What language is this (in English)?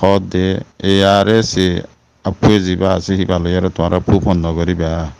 Rohingya